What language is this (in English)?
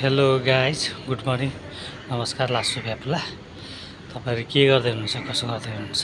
Nepali